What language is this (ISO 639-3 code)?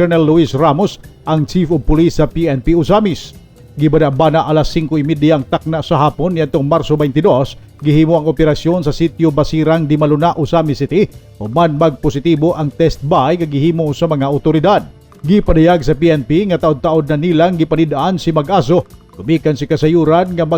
ceb